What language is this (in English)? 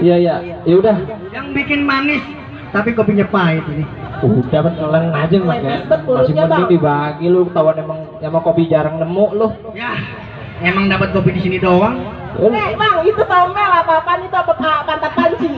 Betawi